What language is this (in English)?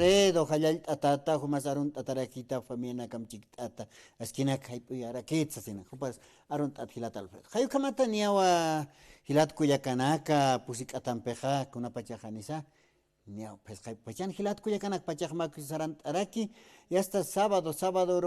Aymara